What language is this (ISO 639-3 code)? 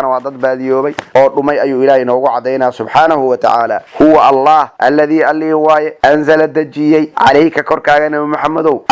som